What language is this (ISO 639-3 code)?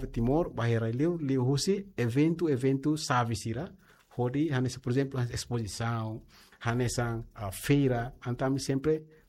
tet